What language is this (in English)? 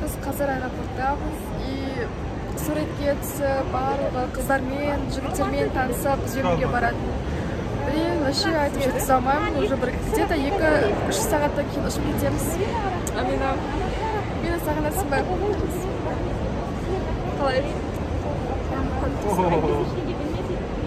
Kazakh